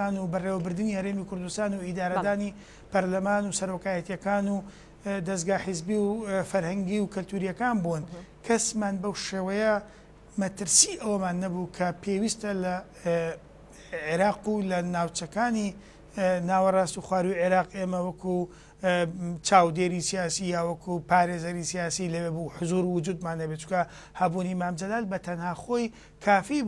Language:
Central Kurdish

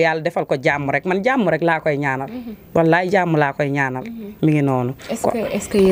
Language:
Wolof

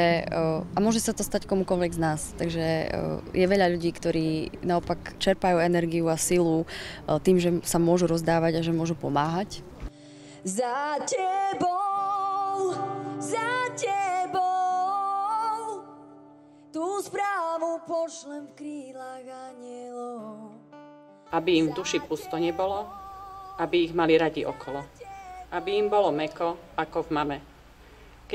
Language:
Slovak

